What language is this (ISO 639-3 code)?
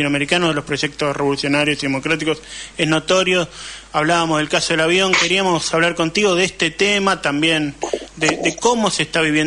spa